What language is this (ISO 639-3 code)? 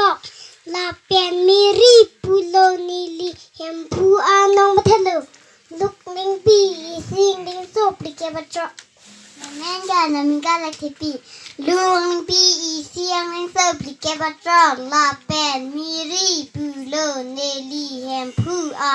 mjw